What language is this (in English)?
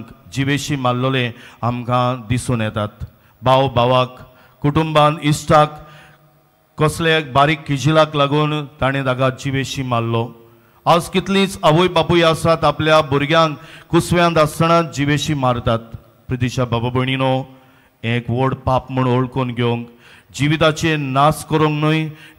Konkani